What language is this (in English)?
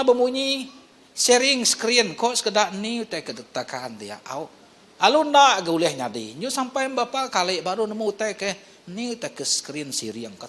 Iban